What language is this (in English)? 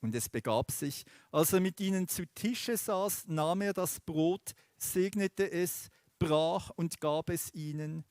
Swiss German